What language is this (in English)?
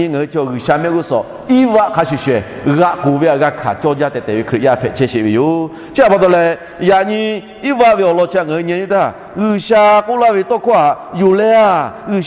Lahu